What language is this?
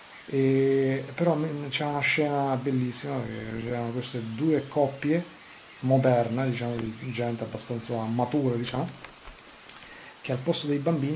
Italian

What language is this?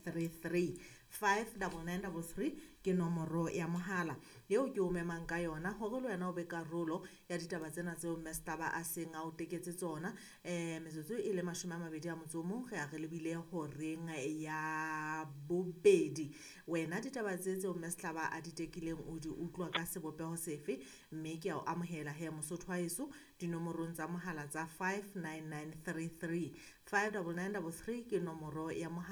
Southern Sotho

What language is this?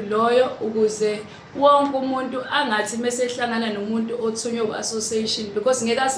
Zulu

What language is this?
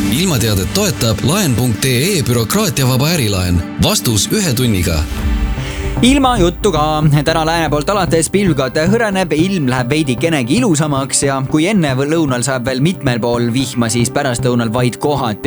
Estonian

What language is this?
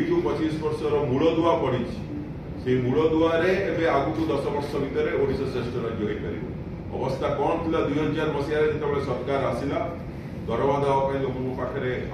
Odia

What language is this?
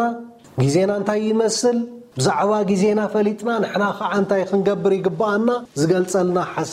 Tigrinya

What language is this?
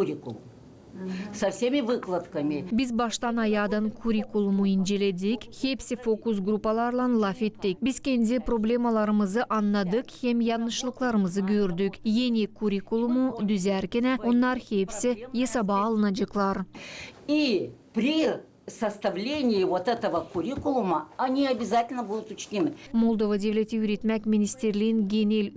Gagauz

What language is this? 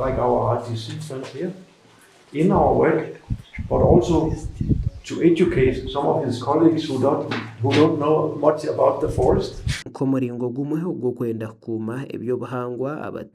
Nyankole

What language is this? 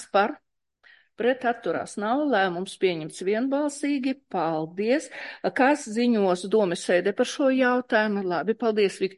Latvian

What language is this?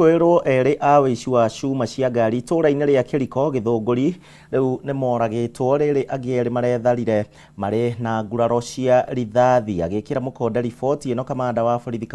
Kikuyu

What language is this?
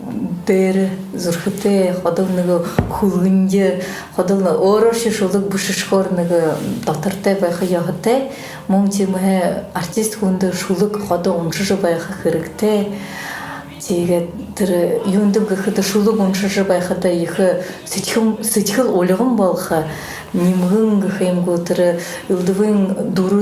Buriat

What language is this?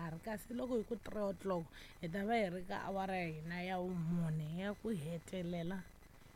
Tsonga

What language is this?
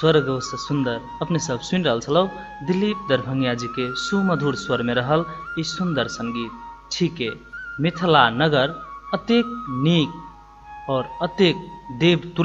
Maithili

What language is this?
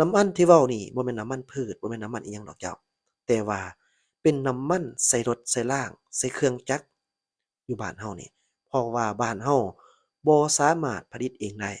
Lao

